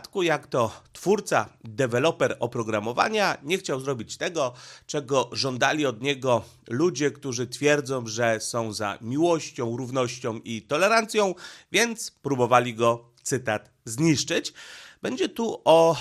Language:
Polish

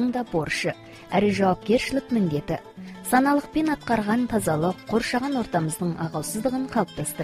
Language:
Kazakh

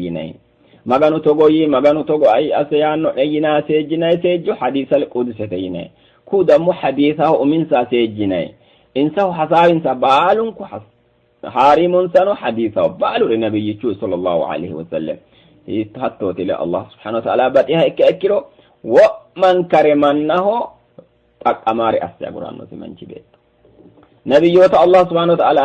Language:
Sidamo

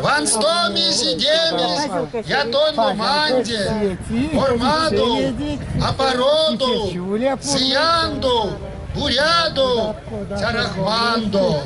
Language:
Erzya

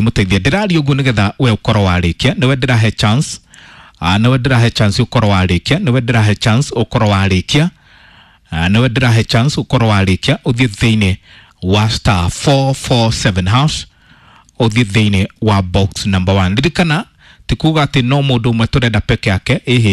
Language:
Kikuyu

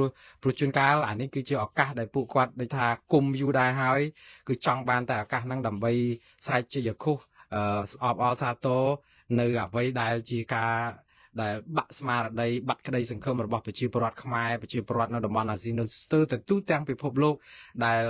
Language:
Khmer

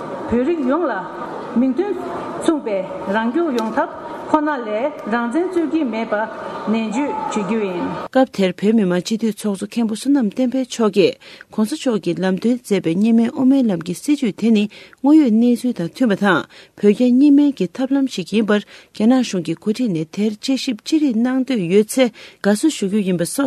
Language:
Tibetan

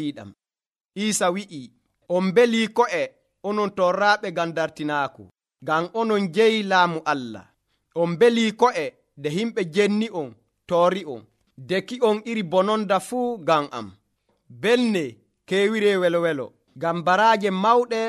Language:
Nigerian Fulfulde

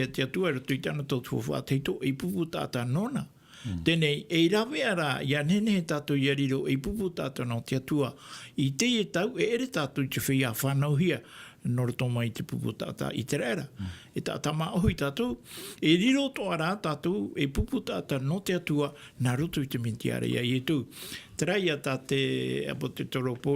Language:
Tahitian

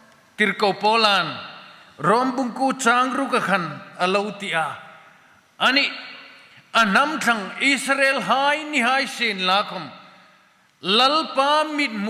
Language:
Hmar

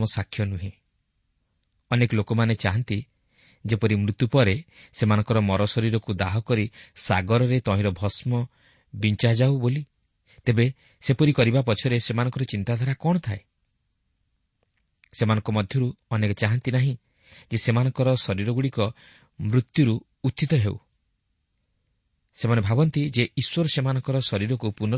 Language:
Odia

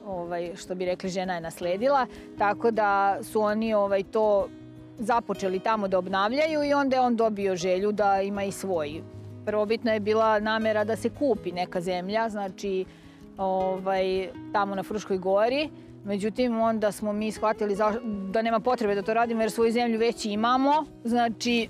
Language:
Serbian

